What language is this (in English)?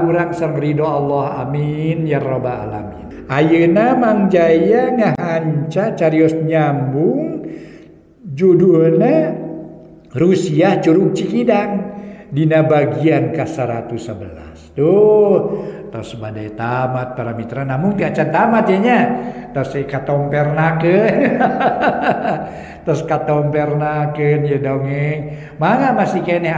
Sundanese